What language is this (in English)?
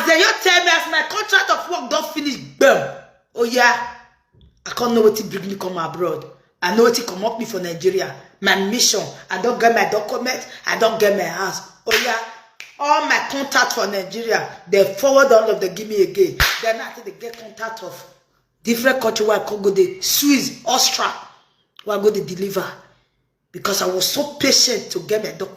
Nigerian Pidgin